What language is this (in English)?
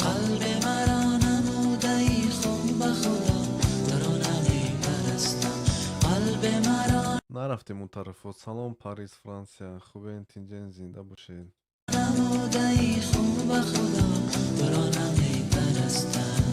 Tajik